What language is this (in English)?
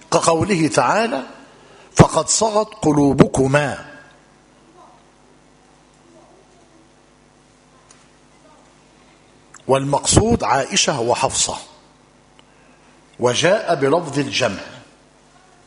Arabic